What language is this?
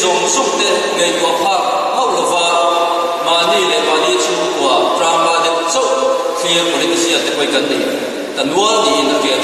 Mizo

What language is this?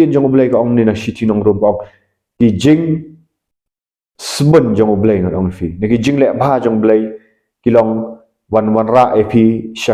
Khasi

